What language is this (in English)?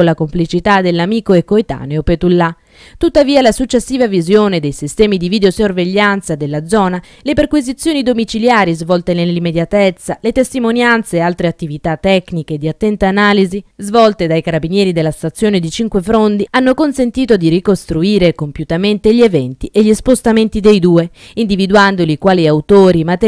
Italian